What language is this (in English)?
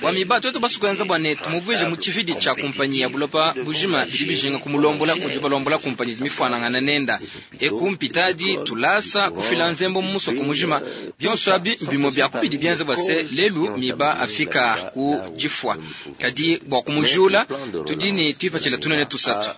Luba-Lulua